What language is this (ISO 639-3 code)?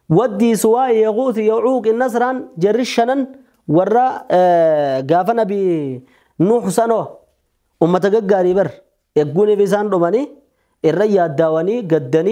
orm